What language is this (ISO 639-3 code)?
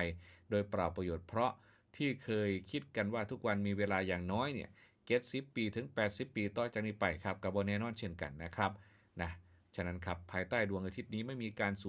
tts